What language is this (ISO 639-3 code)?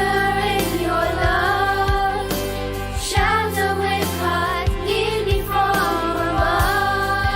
kok